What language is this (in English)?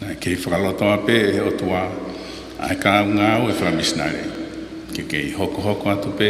Tongan